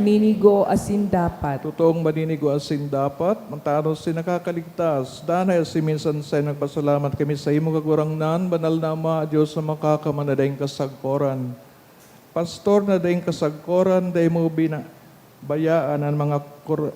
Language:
Bikol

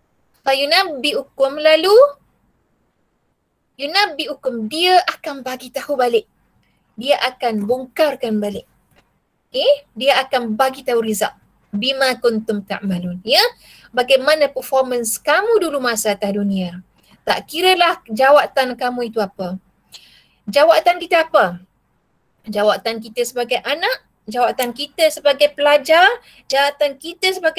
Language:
Malay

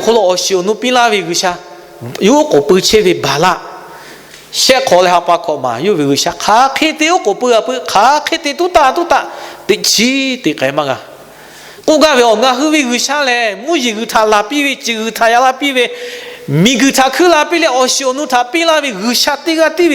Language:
Lahu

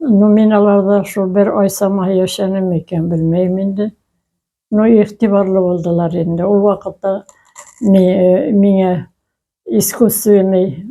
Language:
Bashkir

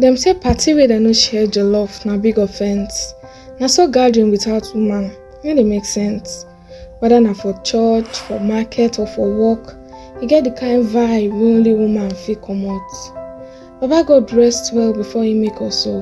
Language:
Nigerian Pidgin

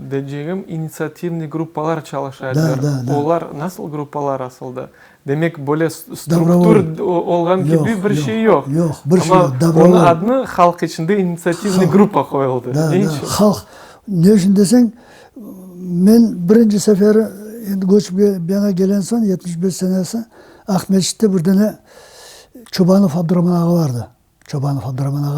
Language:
Crimean Tatar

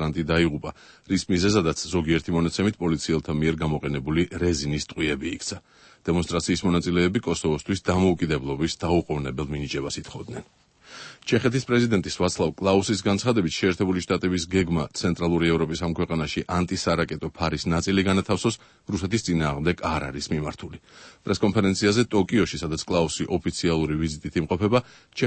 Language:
Georgian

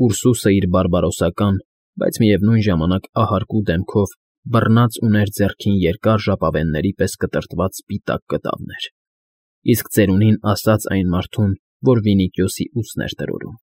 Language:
Armenian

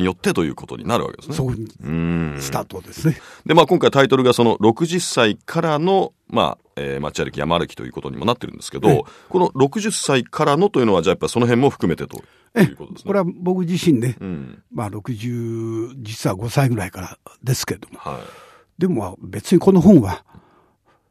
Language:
Japanese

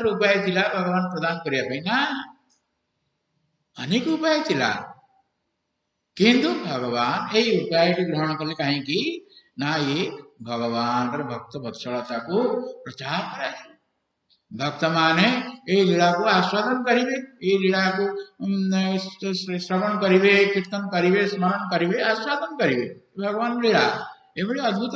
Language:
Odia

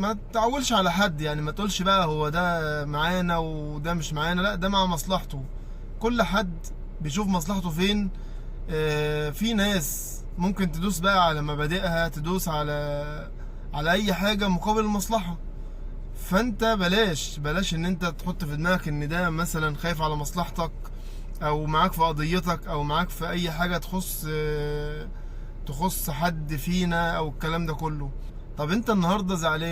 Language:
Egyptian Arabic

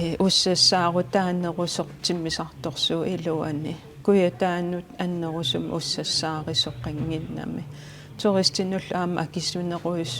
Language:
Kalaallisut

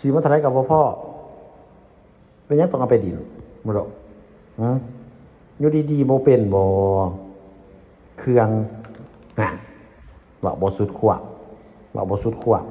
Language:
Lao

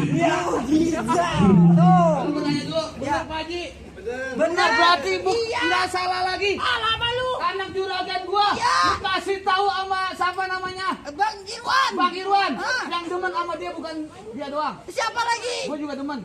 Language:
Betawi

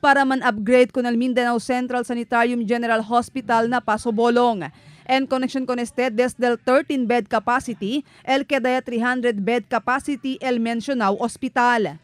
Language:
Chavacano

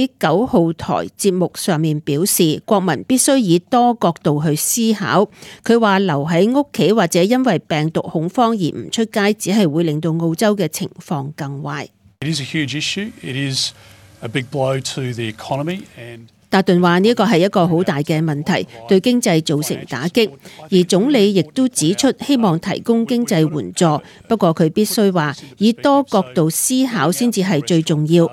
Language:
Cantonese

